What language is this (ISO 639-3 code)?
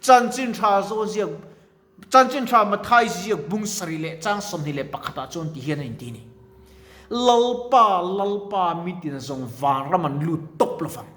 lus